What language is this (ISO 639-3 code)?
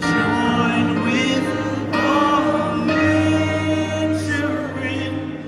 cmo